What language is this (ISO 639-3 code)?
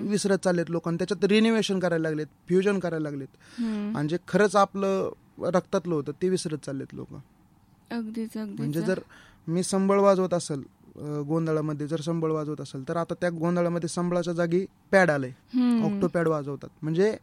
mar